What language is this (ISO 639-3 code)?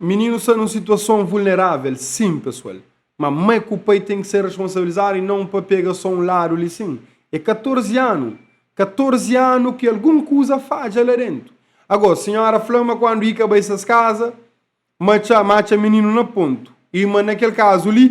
kea